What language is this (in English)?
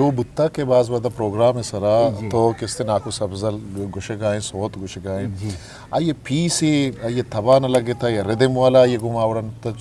Eastern Balochi